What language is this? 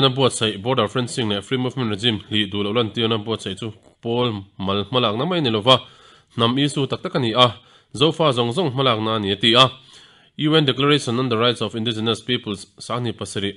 Mizo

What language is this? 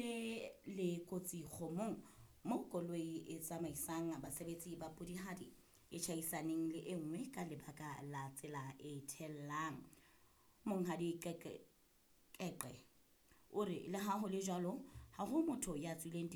Southern Sotho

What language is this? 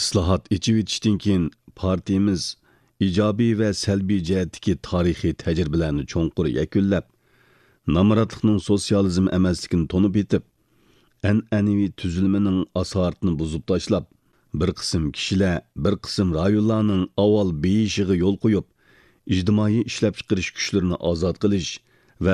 Uyghur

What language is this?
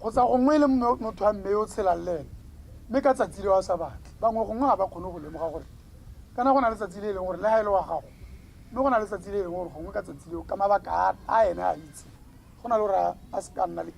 Tswana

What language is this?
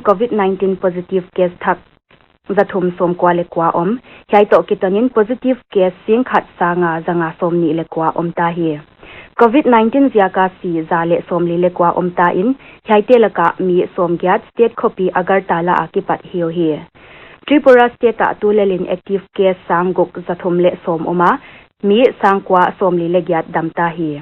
Paite Chin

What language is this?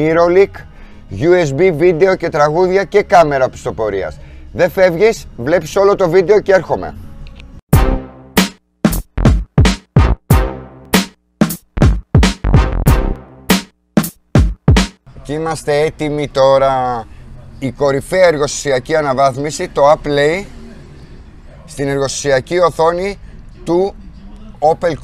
Greek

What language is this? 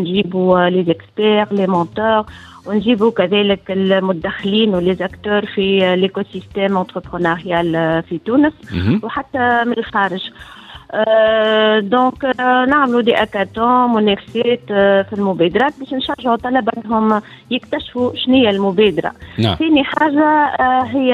Tunisian Arabic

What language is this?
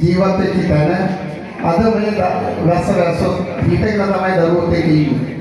Sinhala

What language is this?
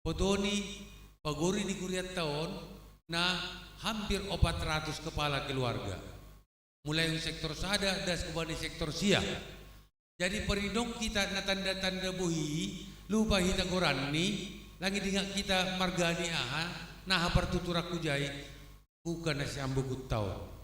Batak Simalungun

